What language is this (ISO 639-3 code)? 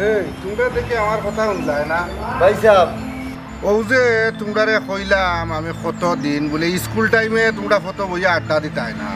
syl